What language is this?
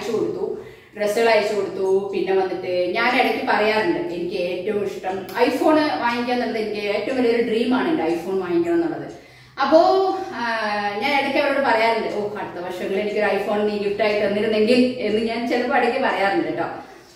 Malayalam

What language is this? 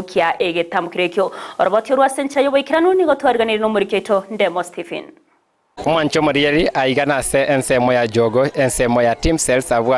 Gusii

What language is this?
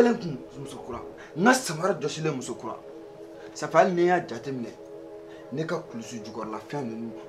Bambara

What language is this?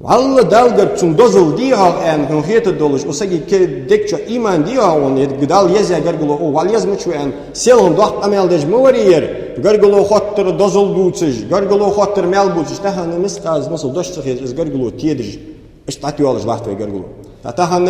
Ingush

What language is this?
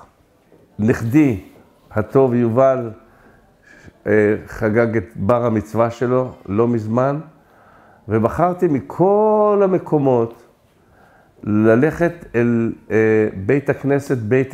Hebrew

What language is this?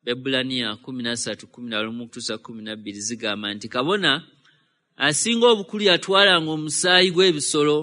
Ganda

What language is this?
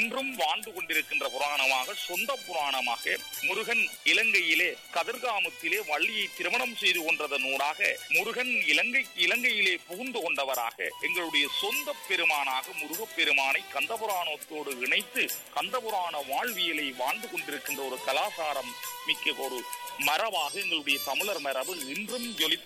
Tamil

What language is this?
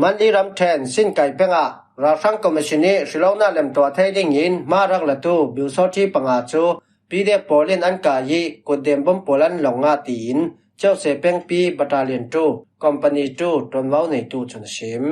Falam Chin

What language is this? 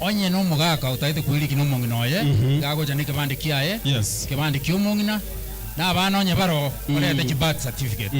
Gusii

